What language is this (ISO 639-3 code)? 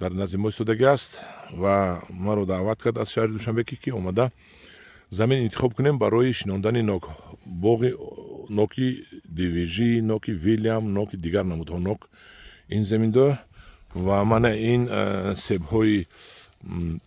tgk